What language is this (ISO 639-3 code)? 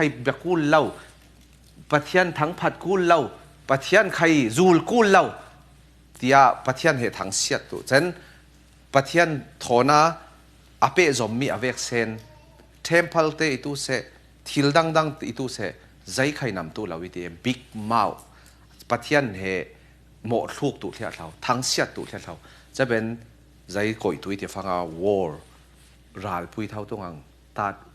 cfm